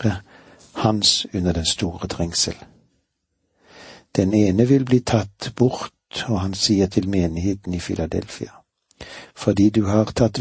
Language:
Norwegian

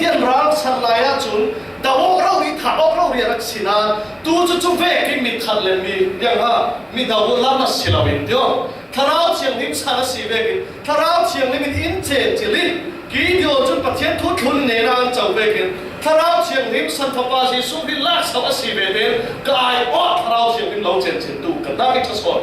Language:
Falam Chin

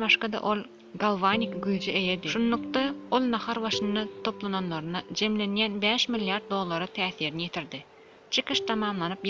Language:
Turkmen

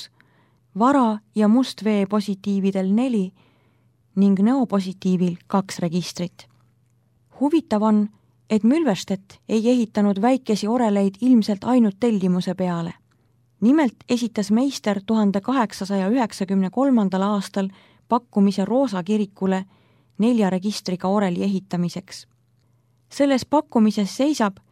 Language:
Estonian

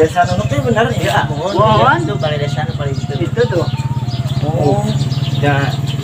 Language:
Sundanese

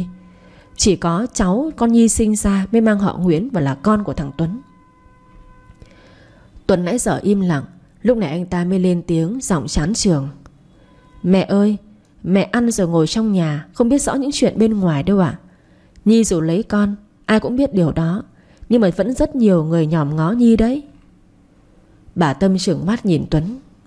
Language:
Vietnamese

